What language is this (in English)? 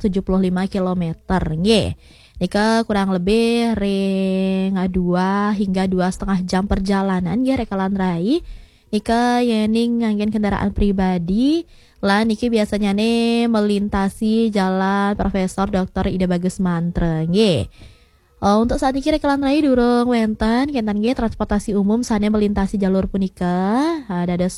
Balinese